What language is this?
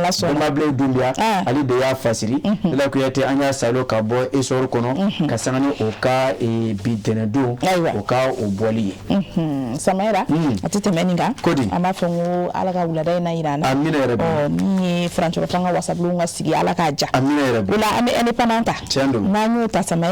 Bambara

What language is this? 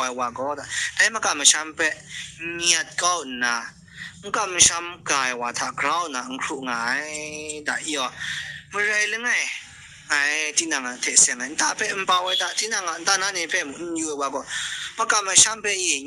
Kachin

